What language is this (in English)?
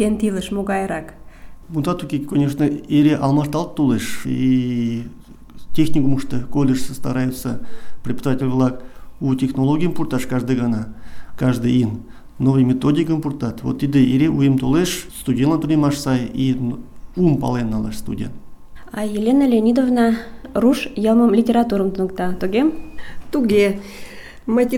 Mari